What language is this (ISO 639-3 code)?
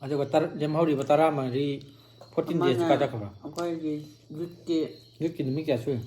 mni